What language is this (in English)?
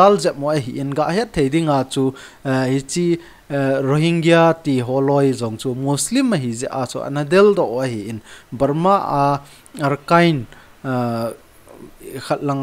Thado Chin